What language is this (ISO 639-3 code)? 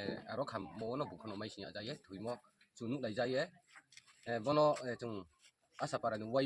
ria